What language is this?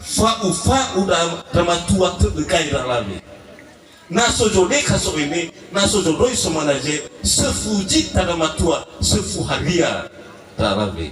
Nias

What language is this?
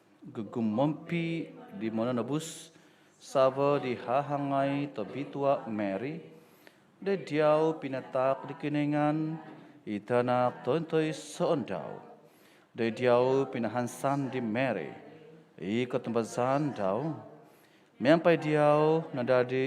Central Dusun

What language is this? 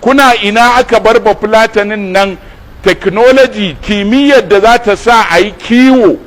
Hausa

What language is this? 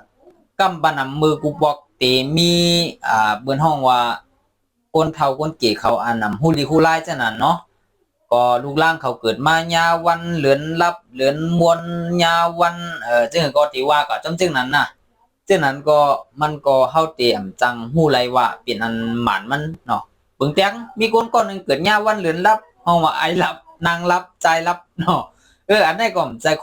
Shan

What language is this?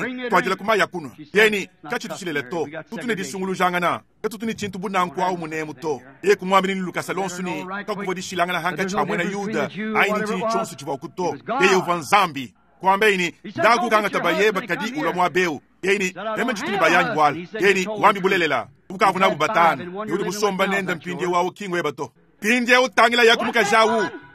Luba-Lulua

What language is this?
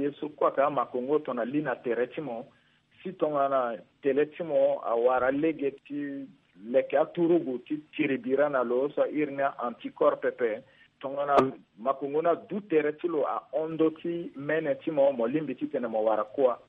Sango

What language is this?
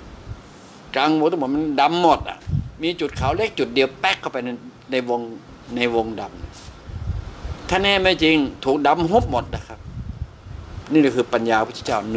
Thai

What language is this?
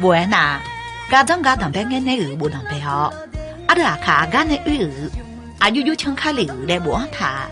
Akha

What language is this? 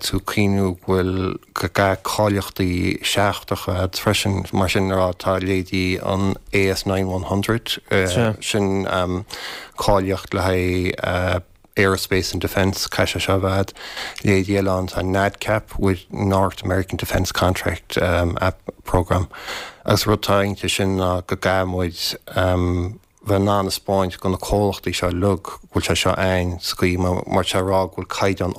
Irish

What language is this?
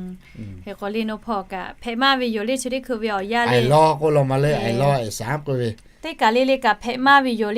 Lahu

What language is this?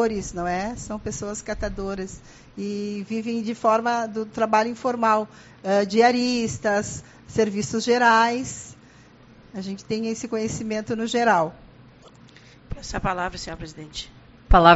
Portuguese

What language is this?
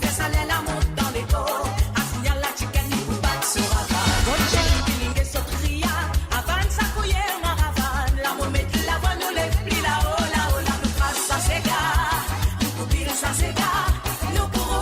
Morisyen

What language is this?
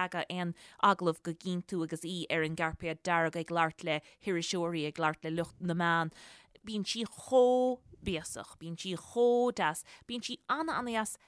Irish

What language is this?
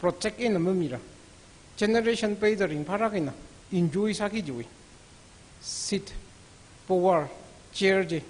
Tangkhul Naga (India)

